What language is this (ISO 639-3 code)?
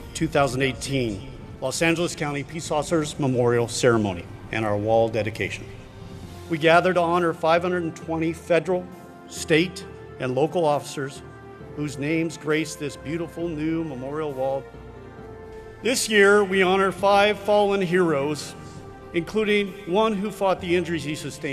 eng